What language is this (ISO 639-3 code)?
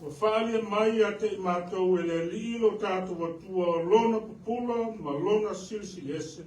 smo